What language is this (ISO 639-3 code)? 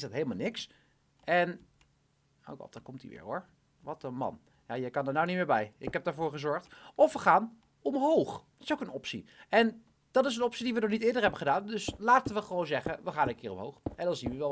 nld